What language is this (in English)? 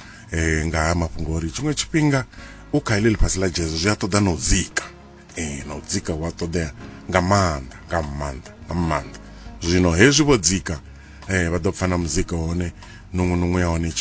Venda